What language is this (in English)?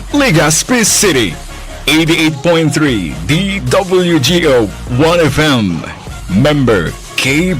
Bikol